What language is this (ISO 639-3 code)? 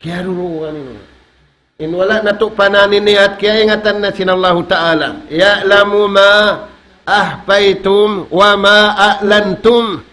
tsg